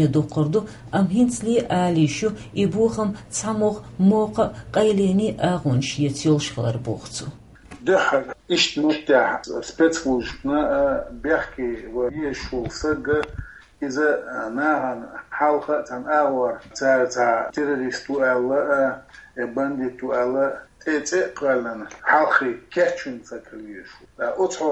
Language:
Chechen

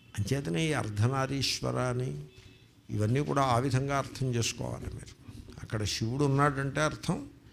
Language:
Telugu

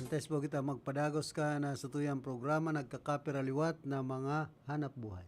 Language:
Bikol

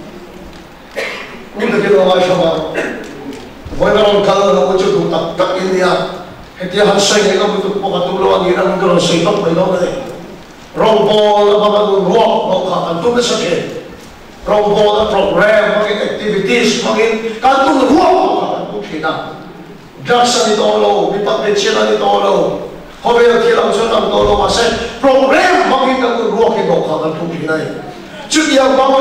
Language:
Vietnamese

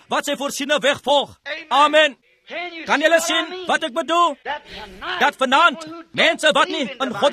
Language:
Afrikaans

